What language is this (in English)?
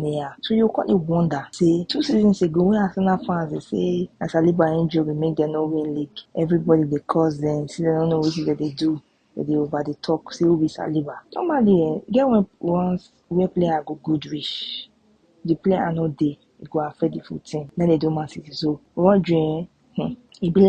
Nigerian Pidgin